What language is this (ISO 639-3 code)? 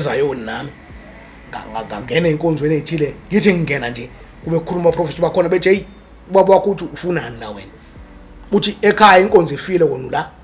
zul